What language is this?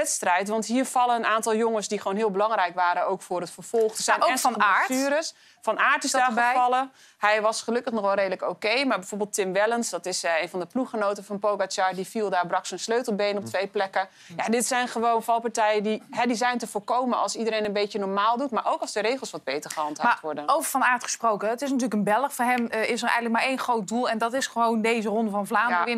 Dutch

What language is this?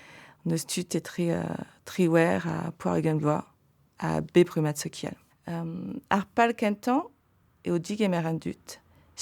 Breton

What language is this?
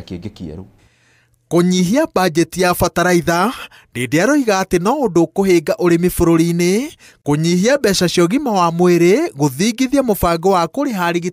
Kikuyu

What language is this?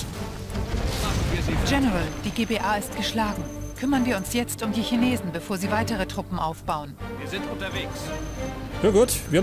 Bavarian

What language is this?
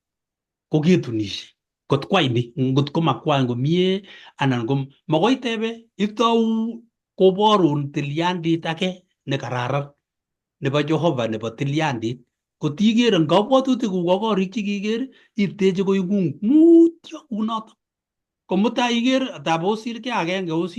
Kalenjin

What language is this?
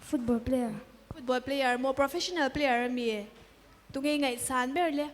Mizo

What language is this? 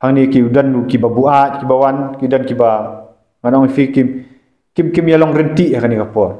Khasi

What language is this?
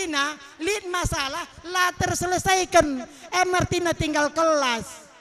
Batak Karo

